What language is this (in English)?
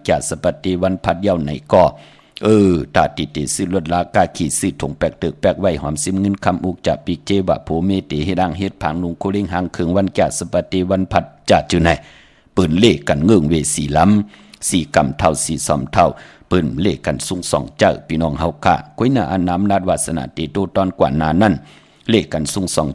Shan